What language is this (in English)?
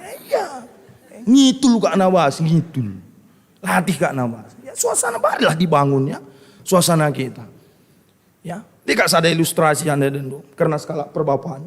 Batak Karo